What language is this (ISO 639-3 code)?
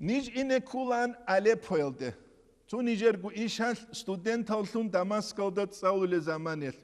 ava